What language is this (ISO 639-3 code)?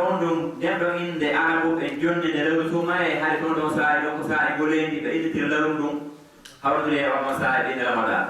ful